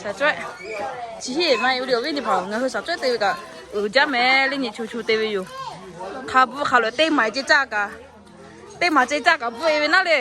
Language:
Lahu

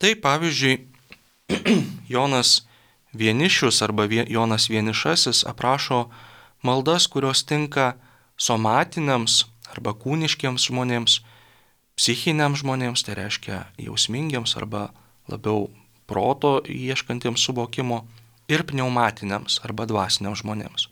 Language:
Lithuanian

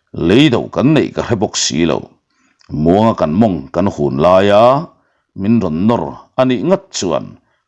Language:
Mizo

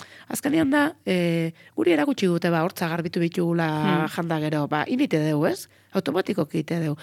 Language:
Basque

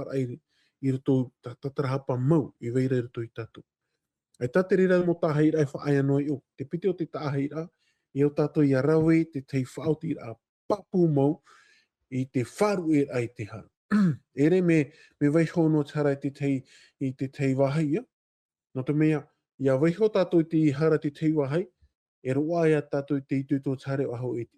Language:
Tahitian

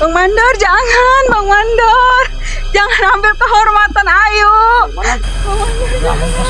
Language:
Betawi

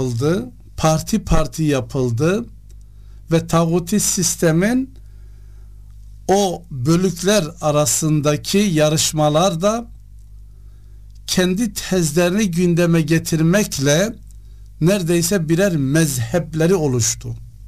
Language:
Turkish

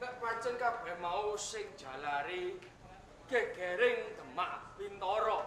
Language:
Javanese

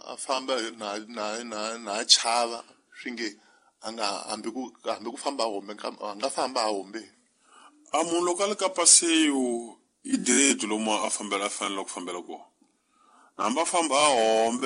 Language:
Tsonga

